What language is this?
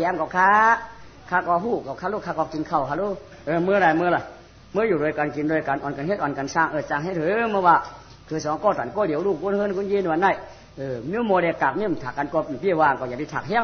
Shan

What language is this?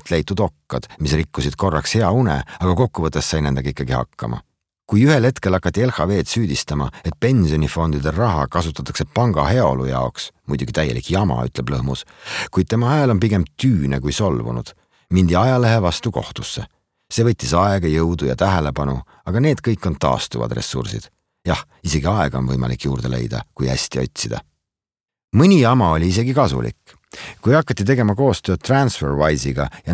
Estonian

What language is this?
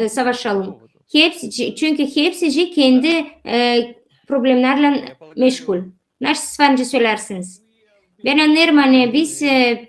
Gagauz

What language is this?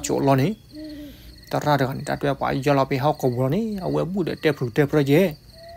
S'gaw Karen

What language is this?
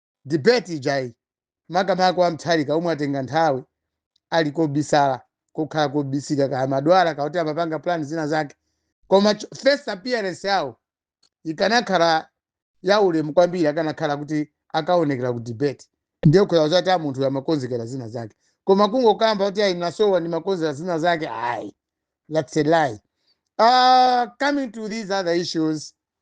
Nyanja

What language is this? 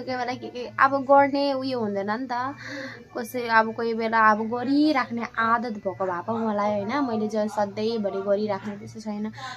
Nepali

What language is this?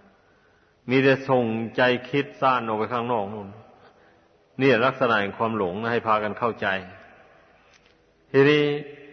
Thai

